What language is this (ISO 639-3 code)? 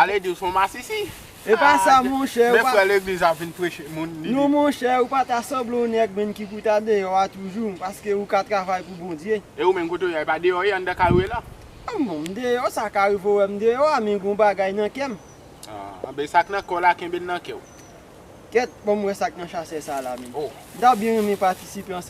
hat